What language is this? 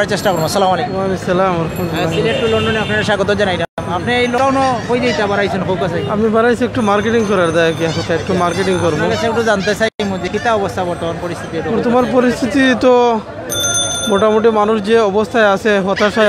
Sylheti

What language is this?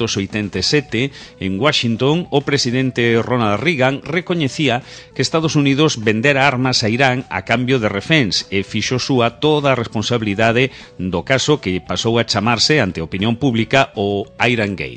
Galician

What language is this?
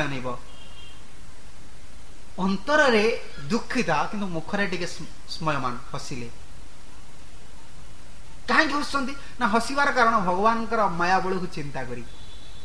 Odia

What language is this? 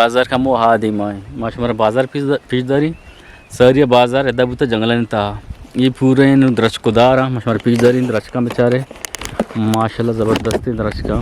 Eastern Balochi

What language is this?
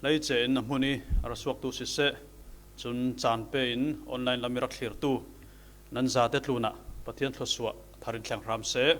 Falam Chin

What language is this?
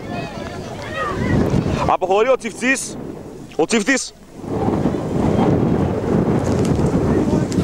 Greek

